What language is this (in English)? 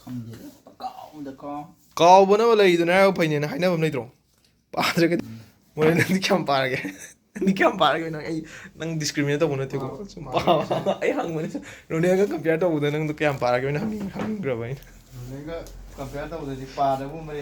Manipuri